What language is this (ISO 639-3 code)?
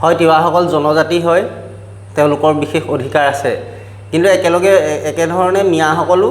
asm